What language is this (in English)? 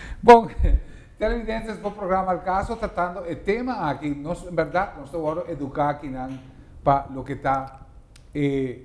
Papiamento